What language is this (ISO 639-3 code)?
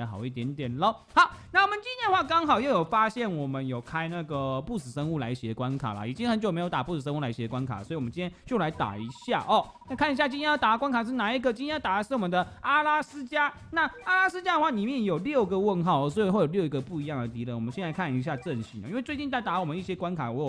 zho